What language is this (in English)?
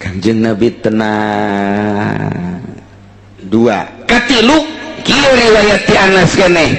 Sundanese